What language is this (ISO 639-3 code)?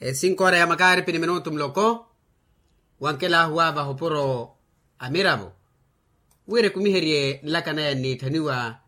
vmw